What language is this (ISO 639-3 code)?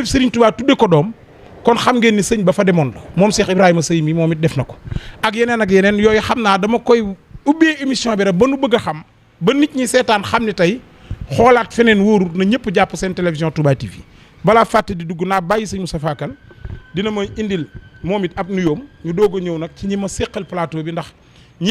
wol